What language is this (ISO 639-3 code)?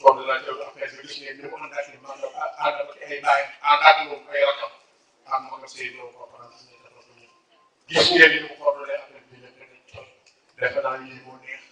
wol